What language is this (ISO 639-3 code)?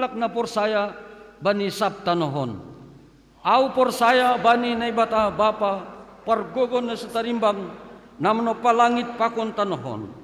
bts